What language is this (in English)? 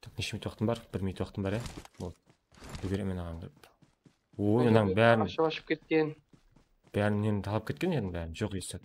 Kara-Kalpak